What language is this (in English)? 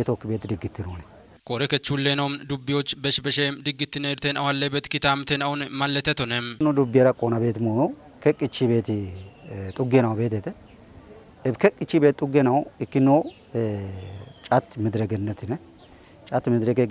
Kafa